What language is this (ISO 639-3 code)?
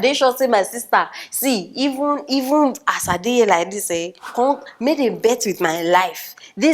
pcm